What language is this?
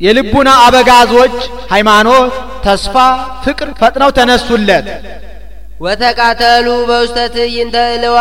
Amharic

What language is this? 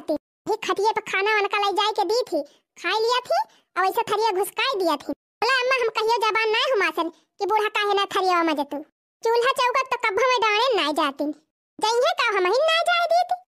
Awadhi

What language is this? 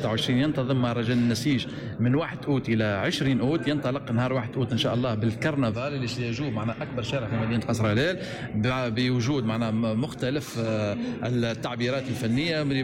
Tunisian Arabic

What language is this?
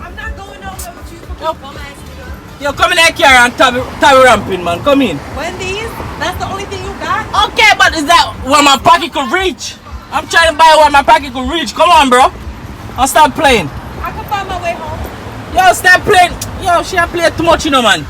Jamaican Creole English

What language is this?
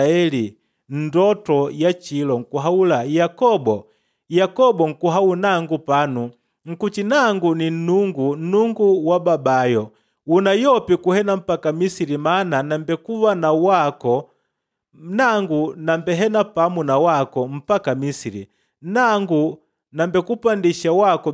Makonde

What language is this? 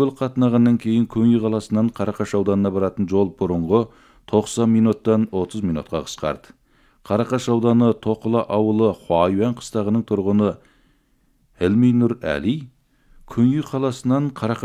Kazakh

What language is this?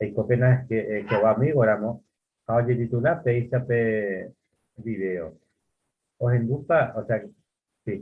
Guarani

